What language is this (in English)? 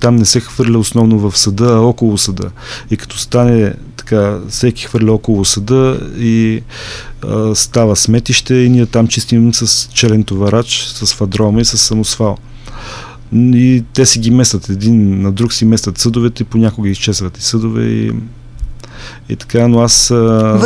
Bulgarian